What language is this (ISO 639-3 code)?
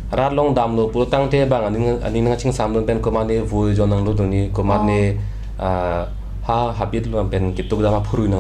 mjw